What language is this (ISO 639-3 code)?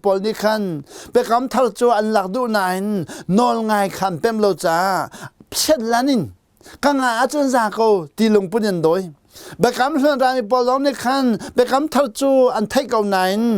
cnh